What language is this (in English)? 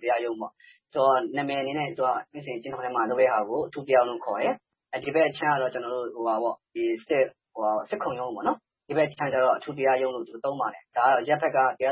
Burmese